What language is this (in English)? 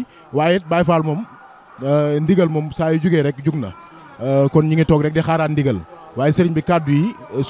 Wolof